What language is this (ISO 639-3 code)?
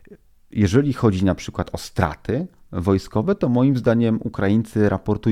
pol